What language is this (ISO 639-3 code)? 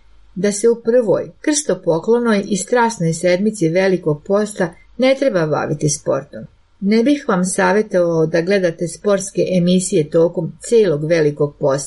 srp